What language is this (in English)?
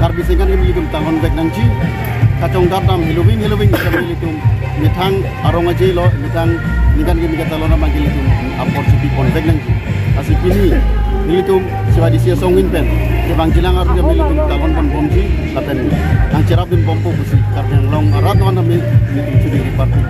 Karbi